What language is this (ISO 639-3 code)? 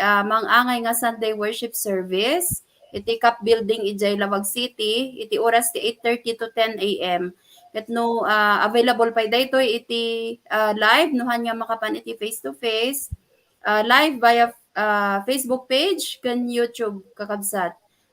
ilo